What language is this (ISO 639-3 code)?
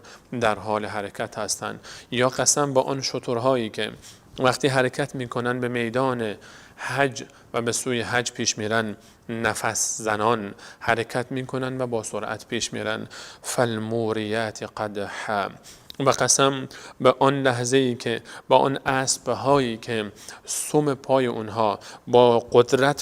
fas